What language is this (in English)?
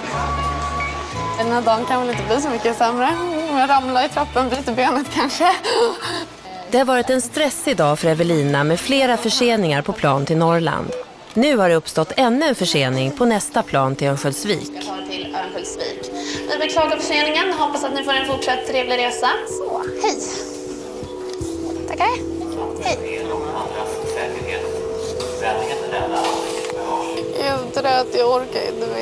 Swedish